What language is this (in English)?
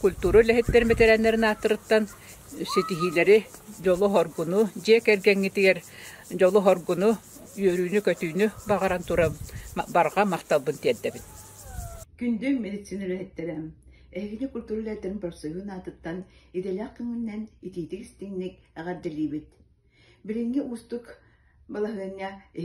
Yakut